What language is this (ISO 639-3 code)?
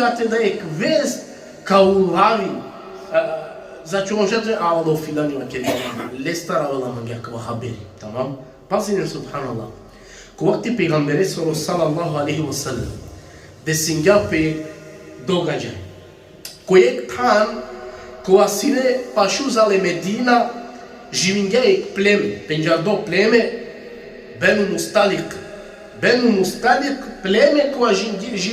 rmn